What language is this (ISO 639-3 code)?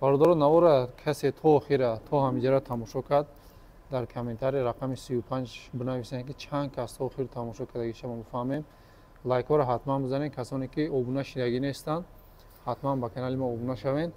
tgk